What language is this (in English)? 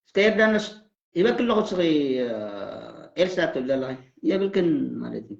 Tigrinya